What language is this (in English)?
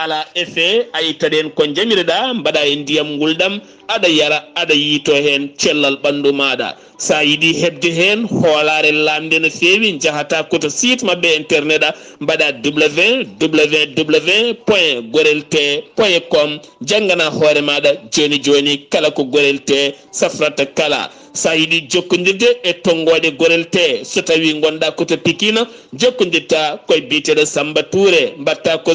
Fula